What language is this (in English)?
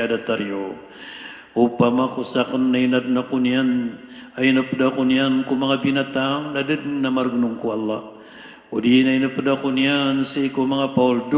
Maranao